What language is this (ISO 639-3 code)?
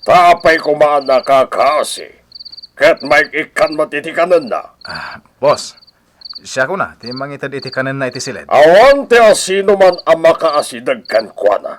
ilo